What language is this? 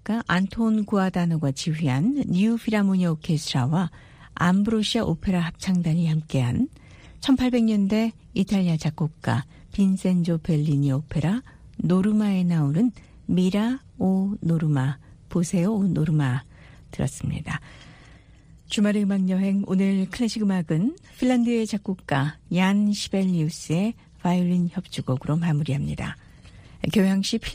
Korean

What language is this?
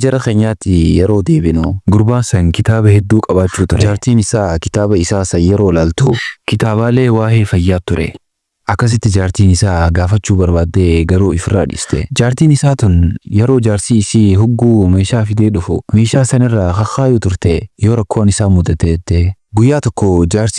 Oromo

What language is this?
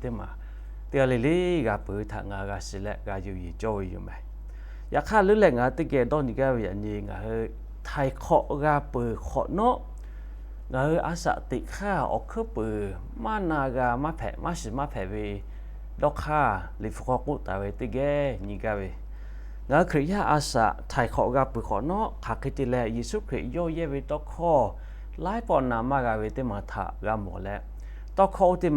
Lahu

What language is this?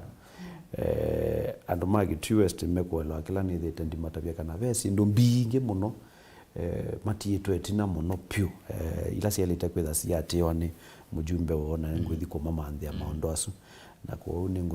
Kamba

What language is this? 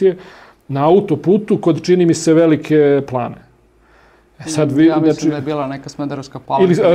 Serbian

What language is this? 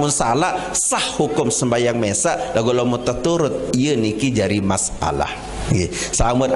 Sasak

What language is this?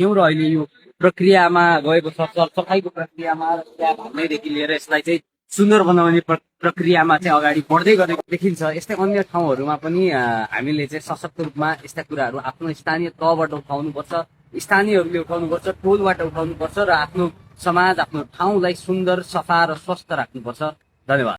Nepali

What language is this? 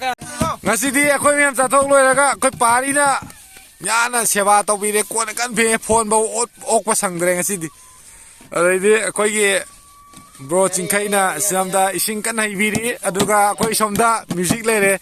Manipuri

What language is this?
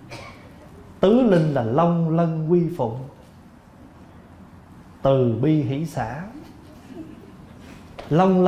Vietnamese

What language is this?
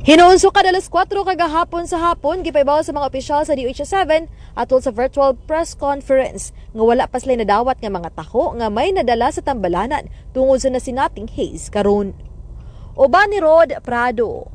Cebuano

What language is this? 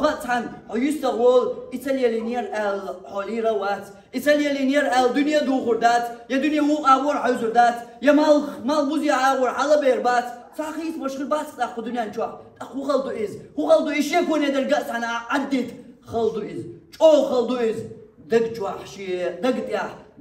Chechen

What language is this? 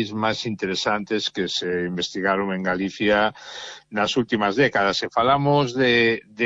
Galician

